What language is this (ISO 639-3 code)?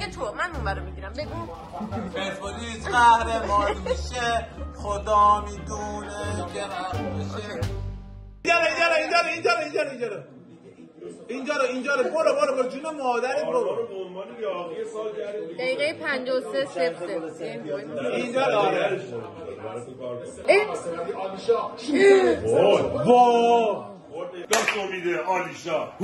fas